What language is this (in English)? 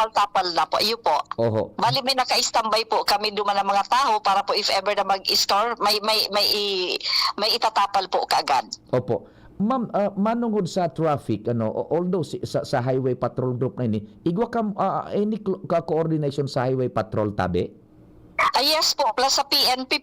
Bikol